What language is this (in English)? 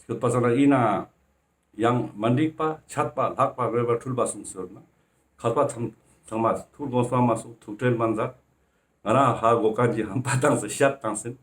Ladakhi